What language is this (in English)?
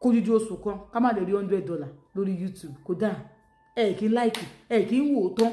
Yoruba